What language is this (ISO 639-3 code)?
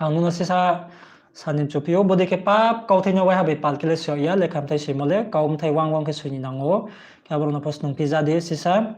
ria